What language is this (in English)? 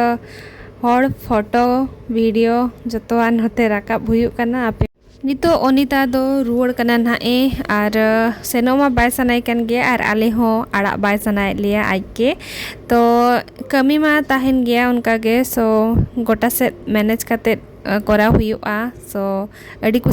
Santali